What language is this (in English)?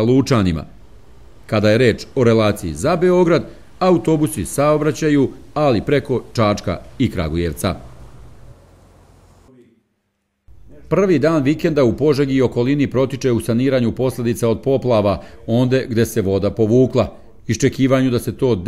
Serbian